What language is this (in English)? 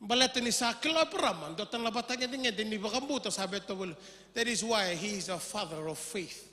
Fijian